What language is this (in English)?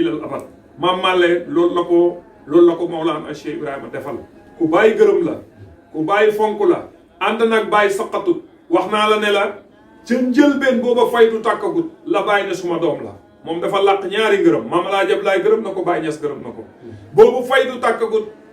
Wolof